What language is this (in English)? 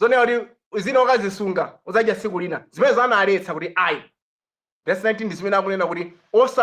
Nyanja